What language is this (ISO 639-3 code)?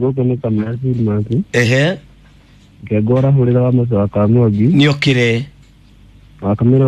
kik